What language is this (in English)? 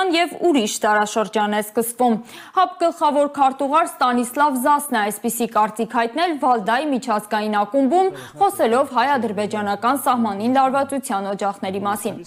Armenian